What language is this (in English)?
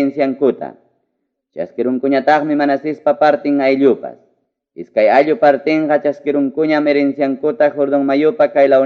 Ayacucho Quechua